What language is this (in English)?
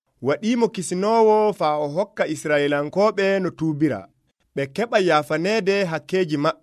Nigerian Fulfulde